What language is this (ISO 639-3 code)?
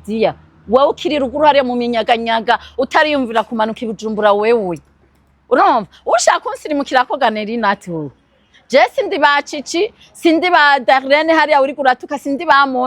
run